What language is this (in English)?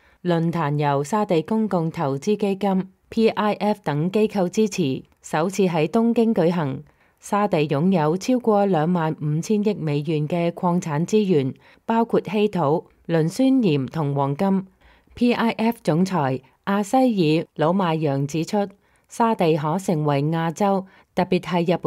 Cantonese